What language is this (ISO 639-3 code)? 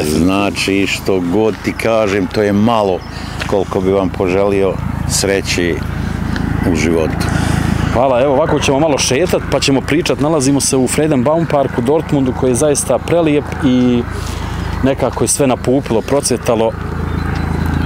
bos